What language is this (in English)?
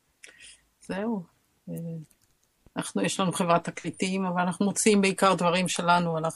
Hebrew